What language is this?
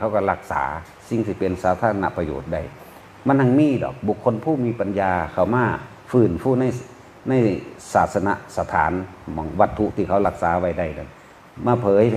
Northeastern Thai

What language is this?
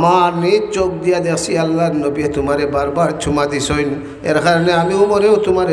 Sylheti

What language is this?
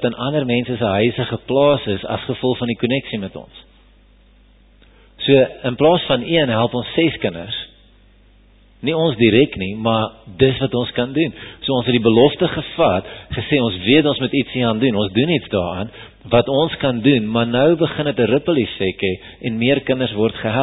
Afrikaans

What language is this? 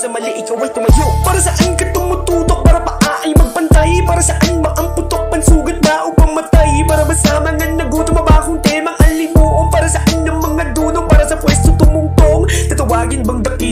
Filipino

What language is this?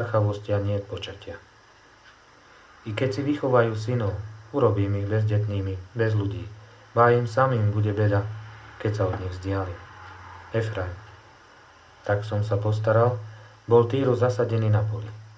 Slovak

